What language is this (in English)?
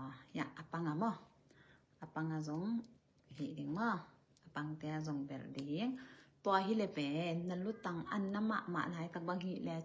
Tedim Chin